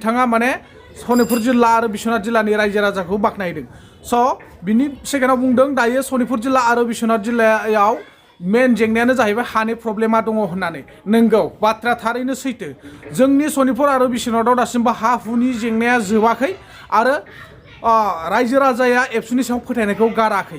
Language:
Bodo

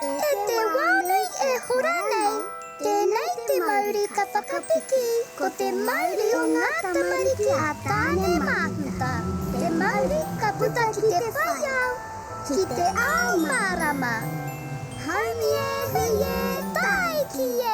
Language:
Māori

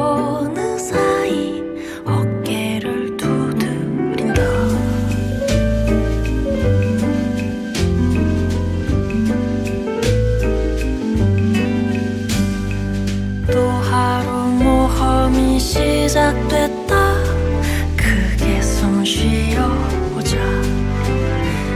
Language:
Korean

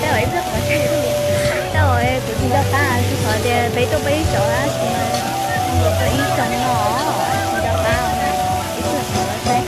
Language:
Hmong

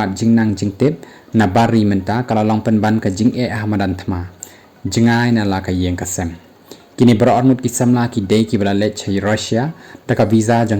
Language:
Khasi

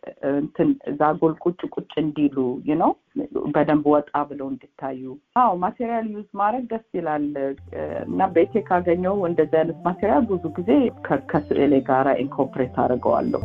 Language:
Amharic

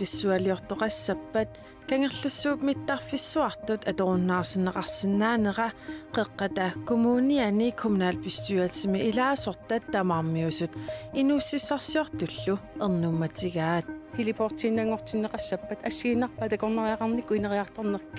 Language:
Kalaallisut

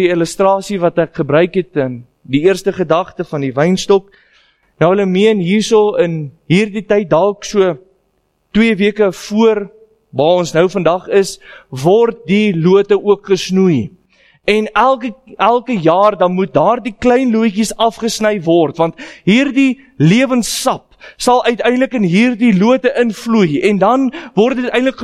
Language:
Afrikaans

